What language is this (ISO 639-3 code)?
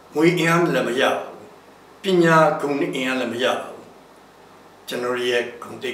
mya